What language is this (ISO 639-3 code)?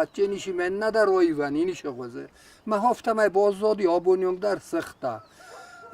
oss